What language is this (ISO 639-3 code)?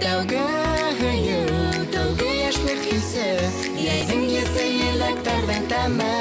bak